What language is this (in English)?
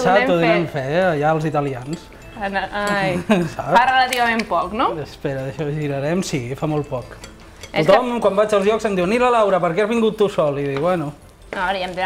Catalan